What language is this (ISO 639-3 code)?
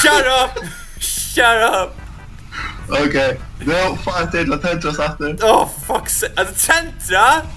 fao